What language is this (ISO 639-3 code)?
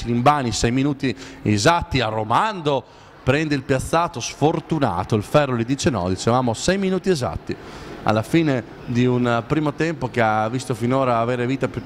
ita